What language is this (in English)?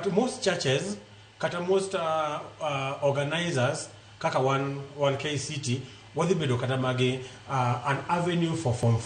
Luo (Kenya and Tanzania)